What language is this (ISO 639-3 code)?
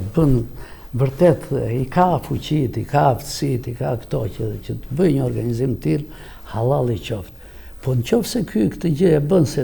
sqi